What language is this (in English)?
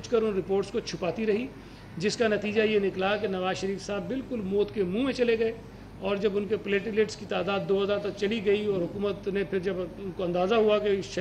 Urdu